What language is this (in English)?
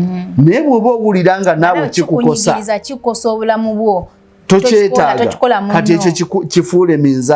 Ganda